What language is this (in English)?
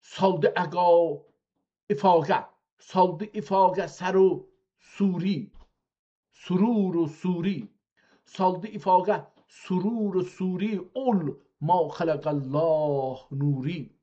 South Azerbaijani